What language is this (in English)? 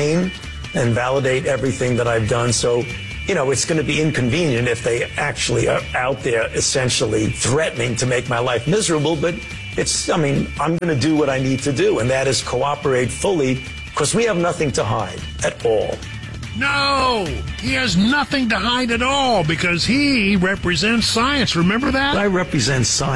English